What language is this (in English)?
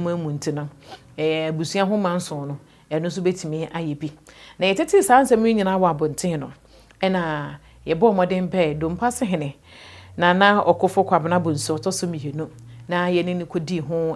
Akan